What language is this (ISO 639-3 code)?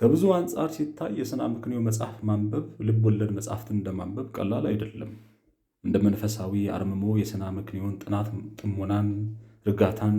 amh